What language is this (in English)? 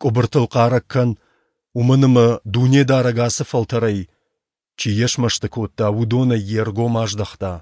Ossetic